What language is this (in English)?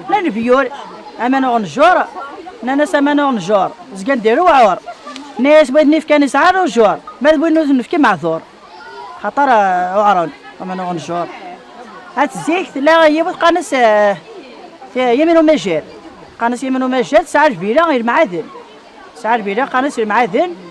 Kabyle